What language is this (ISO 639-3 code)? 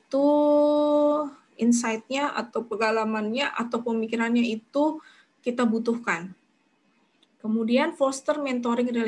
ind